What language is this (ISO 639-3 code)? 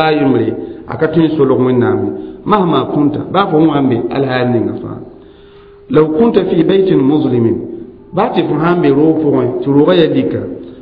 mos